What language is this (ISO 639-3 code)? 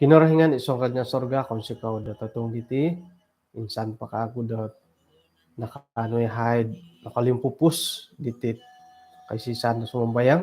dtp